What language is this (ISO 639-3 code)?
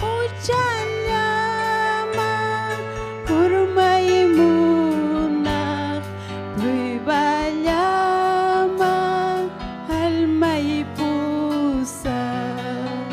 quy